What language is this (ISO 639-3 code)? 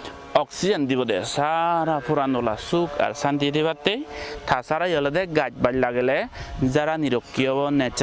ccp